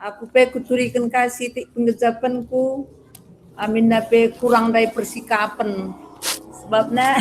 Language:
Batak Karo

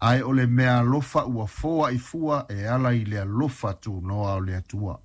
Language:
Samoan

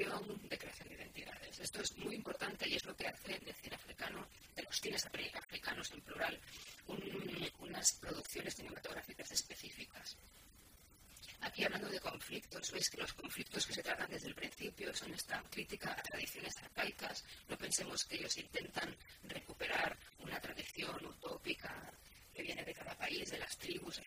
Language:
Spanish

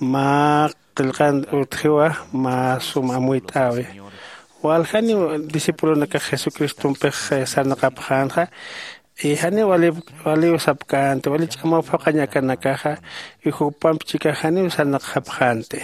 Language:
Aymara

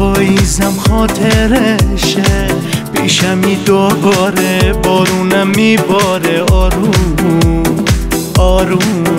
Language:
Persian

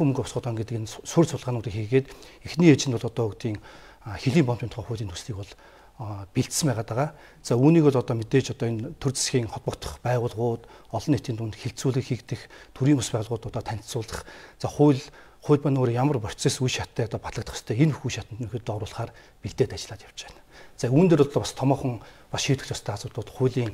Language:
Mongolian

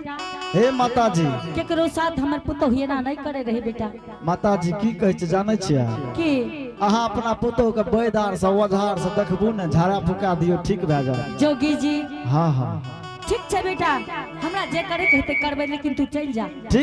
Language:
Angika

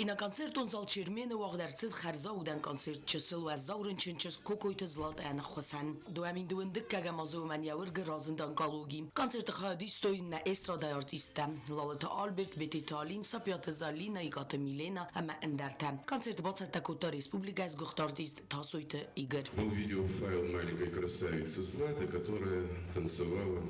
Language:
Ossetic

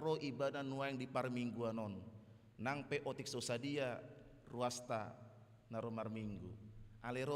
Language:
Batak Toba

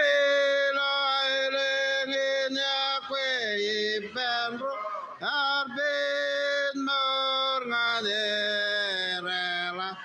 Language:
Marshallese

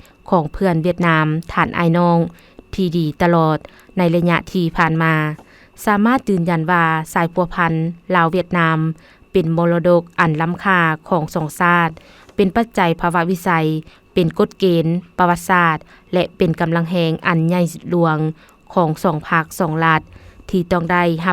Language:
Lao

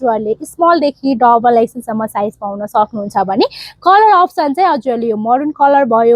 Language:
Nepali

